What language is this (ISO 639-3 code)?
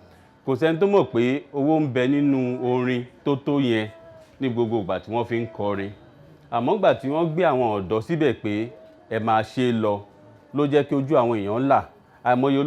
yor